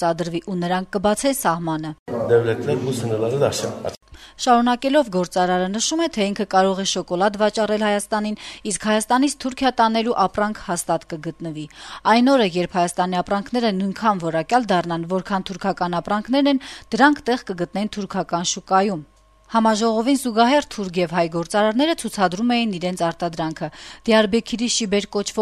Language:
Armenian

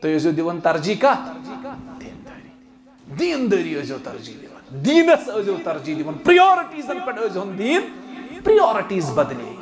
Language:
Kashmiri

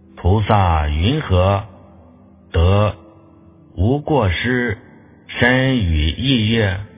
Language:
Chinese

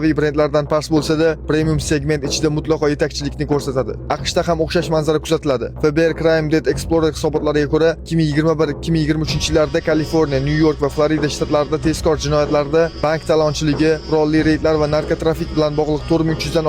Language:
Uzbek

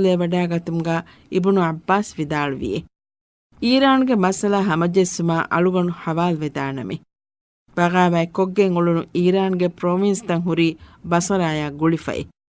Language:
Divehi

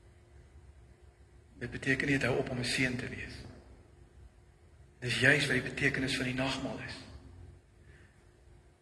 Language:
Afrikaans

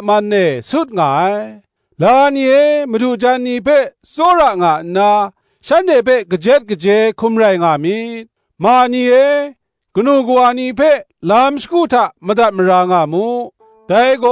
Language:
Kachin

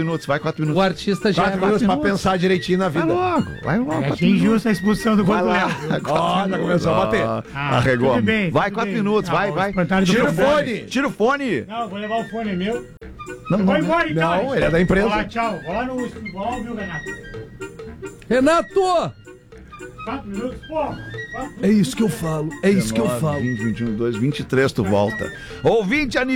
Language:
Portuguese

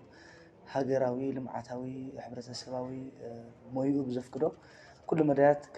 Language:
Tigrinya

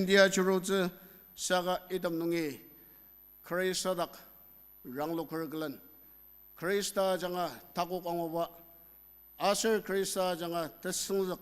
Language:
Ao Naga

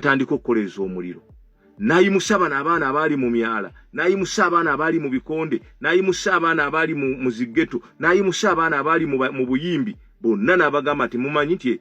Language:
Ganda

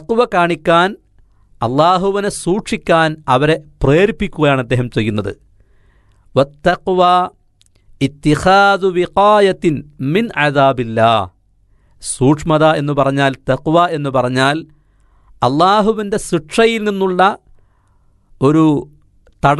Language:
Malayalam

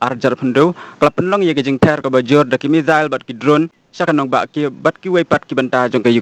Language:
Khasi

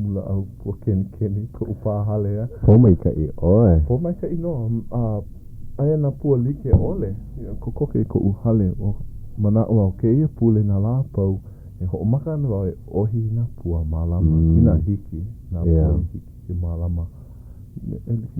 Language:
Hawaiian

